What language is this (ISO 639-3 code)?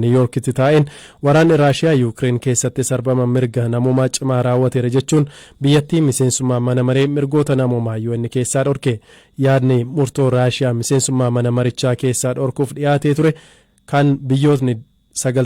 orm